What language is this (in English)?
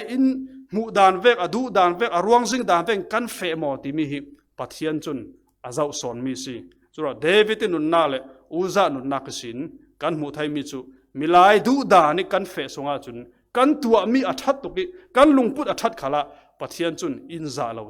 Falam Chin